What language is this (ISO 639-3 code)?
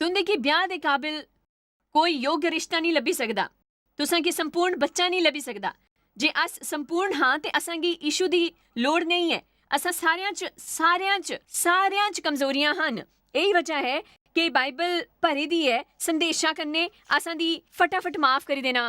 doi